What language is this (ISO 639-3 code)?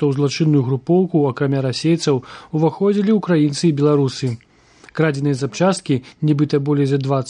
bel